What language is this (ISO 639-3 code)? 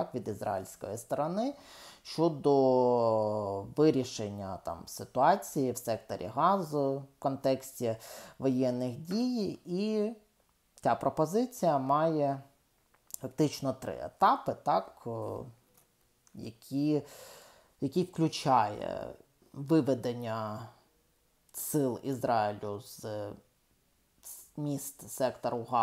ukr